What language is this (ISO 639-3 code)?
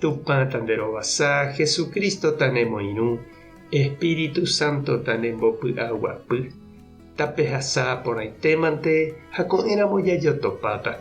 grn